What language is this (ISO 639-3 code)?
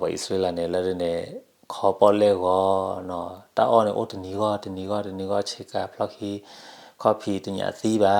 ksw